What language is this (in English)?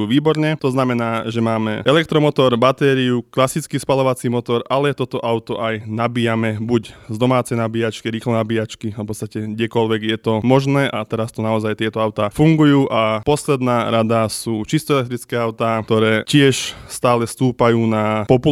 Slovak